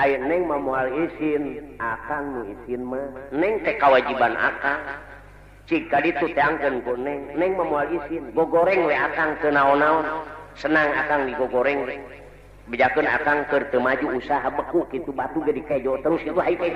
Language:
Sundanese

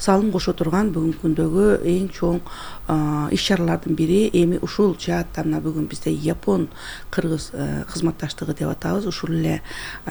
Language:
Kyrgyz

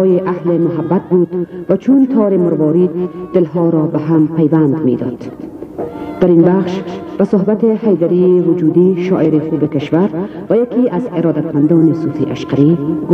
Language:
Persian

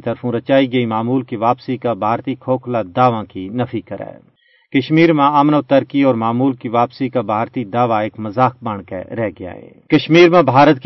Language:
Gujari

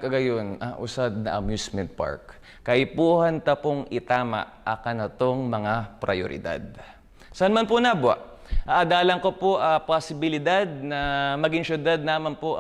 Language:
Bikol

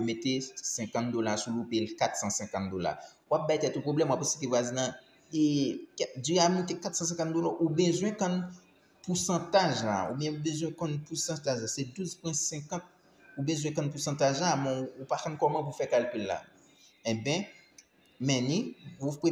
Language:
Haitian Creole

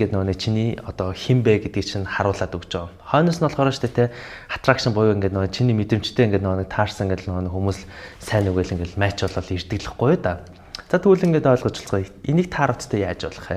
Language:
Mongolian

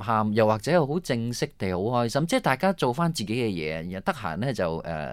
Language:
Cantonese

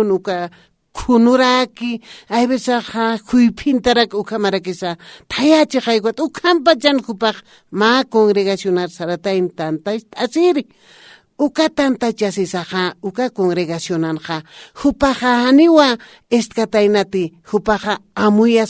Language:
Aymara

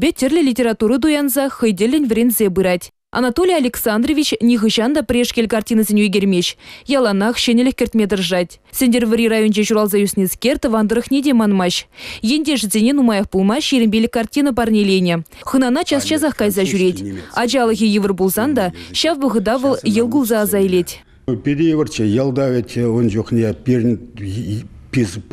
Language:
Chuvash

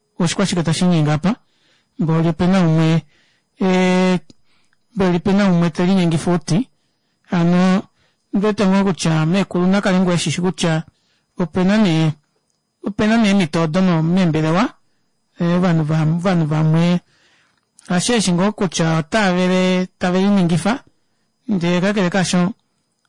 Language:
Kuanyama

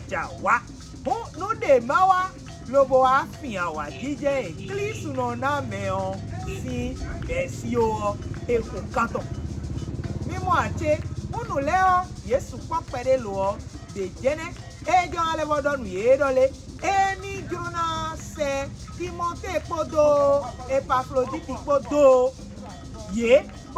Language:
Fon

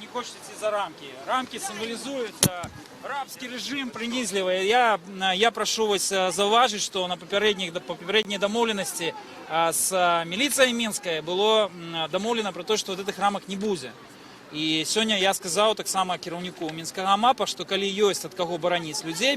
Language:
Belarusian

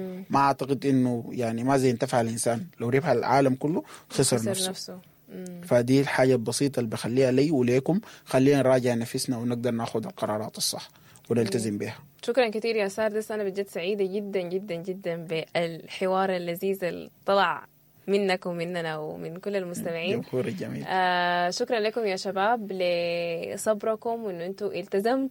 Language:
Sudanese Arabic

